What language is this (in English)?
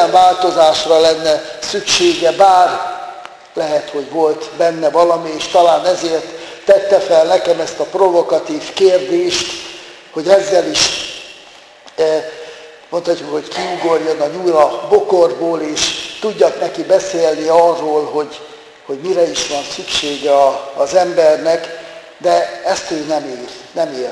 Hungarian